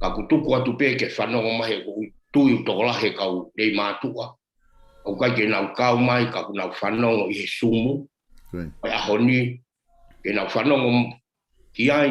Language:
Tongan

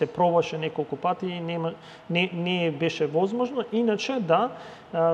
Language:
Macedonian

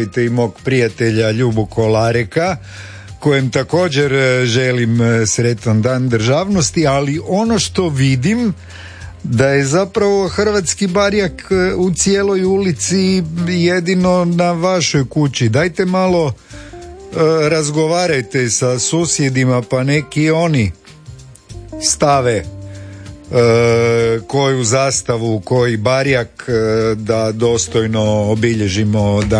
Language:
Croatian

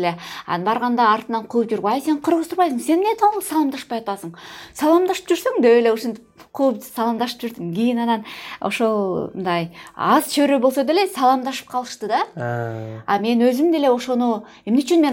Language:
Kyrgyz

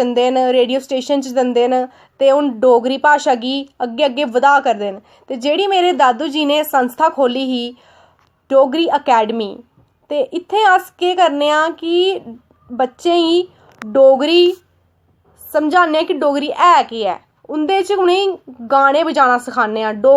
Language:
Dogri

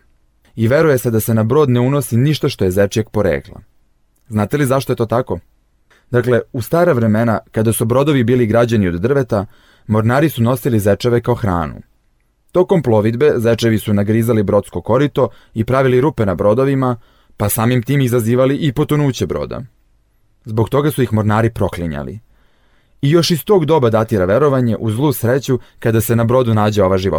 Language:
Serbian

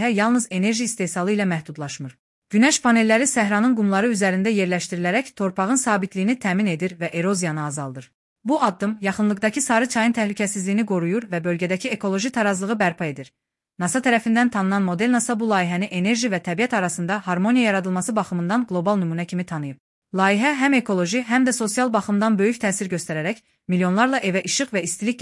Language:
Azerbaijani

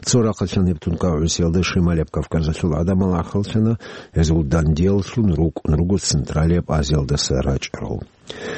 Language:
Avaric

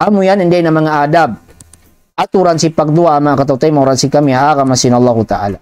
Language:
Tausug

